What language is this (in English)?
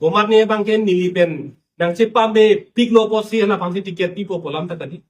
Karbi